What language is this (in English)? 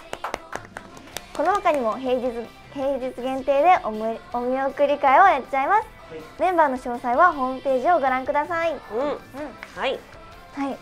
Japanese